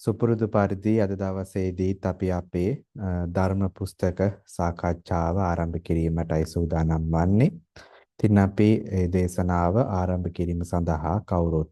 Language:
Sinhala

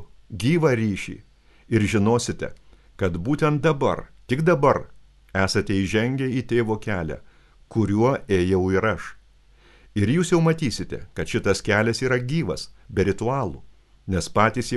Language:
Lithuanian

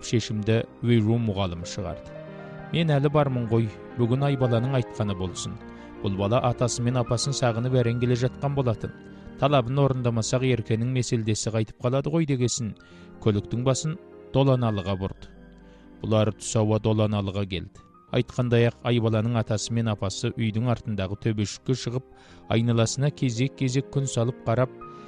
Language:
Kazakh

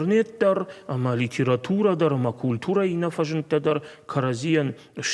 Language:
Ossetic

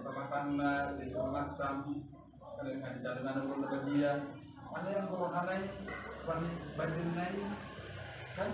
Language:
Batak Toba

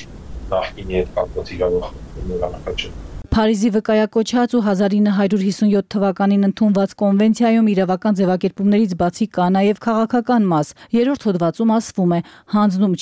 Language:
Armenian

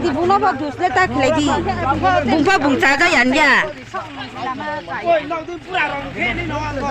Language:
Kok Borok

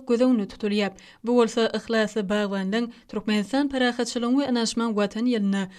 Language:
Turkmen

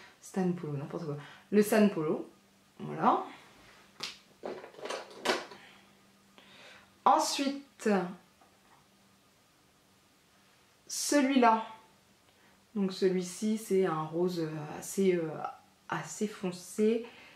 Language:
French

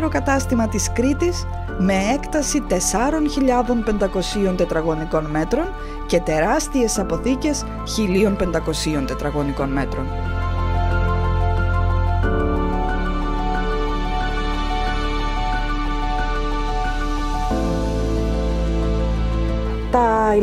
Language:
Greek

